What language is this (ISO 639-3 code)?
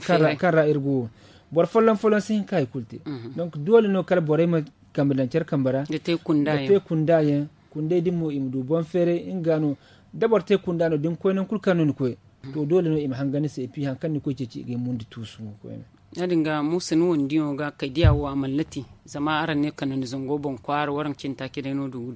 dje